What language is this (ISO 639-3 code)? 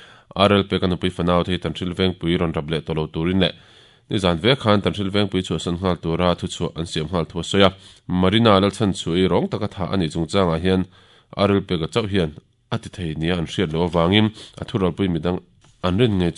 lus